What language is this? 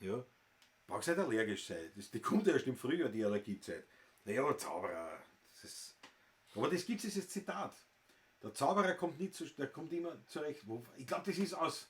Bavarian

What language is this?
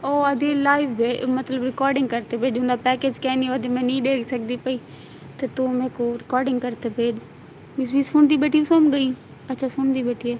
Saraiki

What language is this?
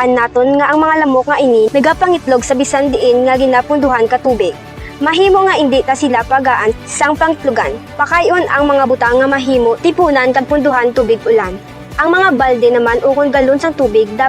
Hiligaynon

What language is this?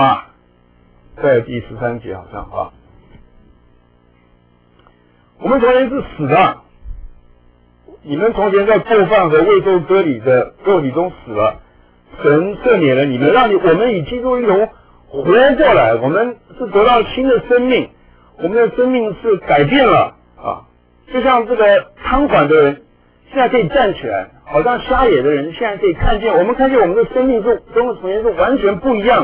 Chinese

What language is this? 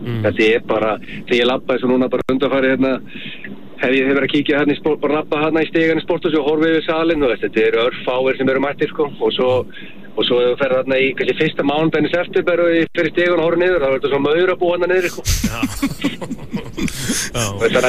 Icelandic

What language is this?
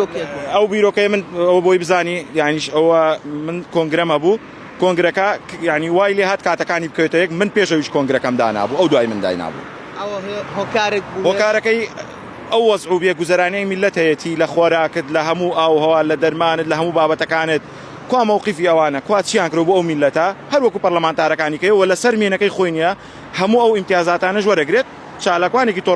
Central Kurdish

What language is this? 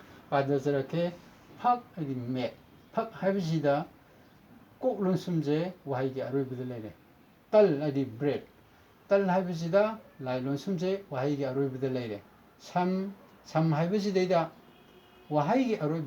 Manipuri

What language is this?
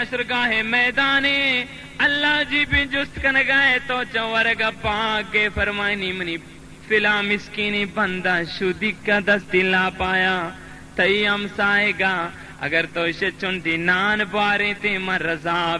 Baluchi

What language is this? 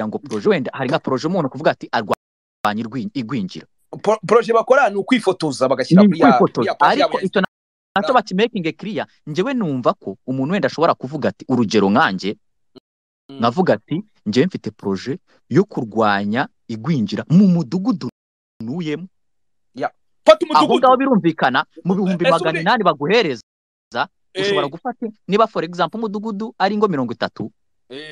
Kinyarwanda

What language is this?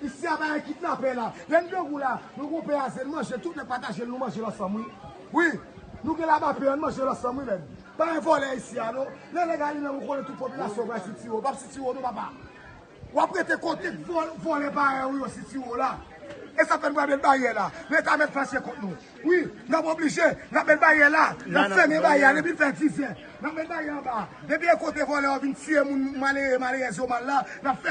Haitian Creole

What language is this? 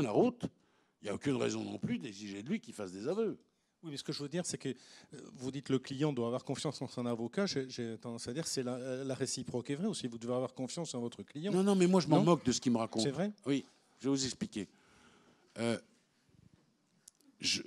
French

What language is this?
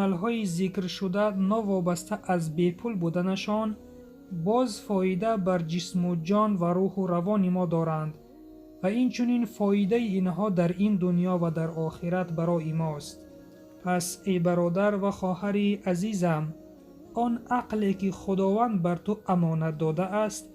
Tajik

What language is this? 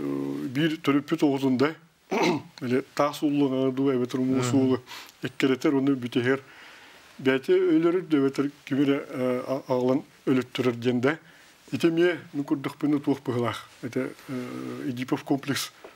Yakut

